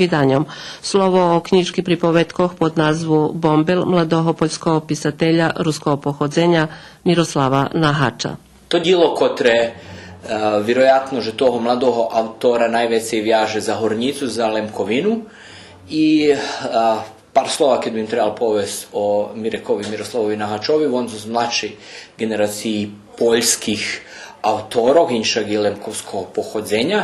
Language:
Rusyn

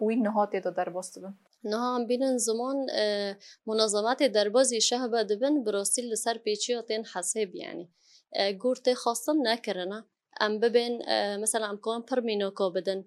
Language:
Kurdish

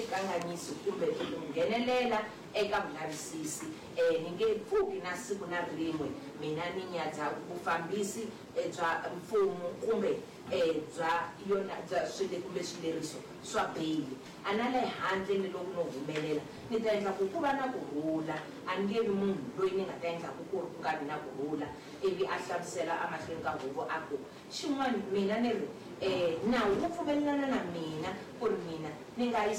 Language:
Tsonga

